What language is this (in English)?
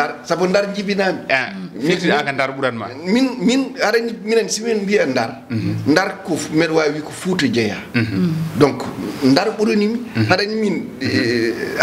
Fula